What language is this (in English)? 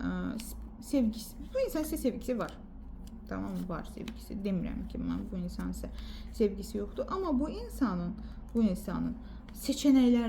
Azerbaijani